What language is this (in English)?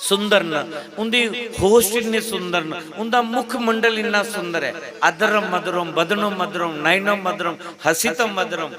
Dogri